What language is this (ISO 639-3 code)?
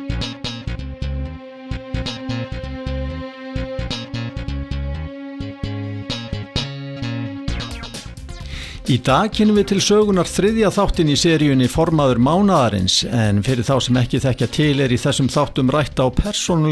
isl